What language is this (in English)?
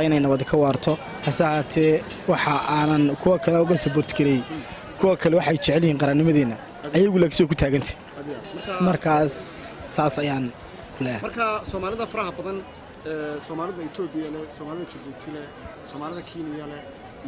Somali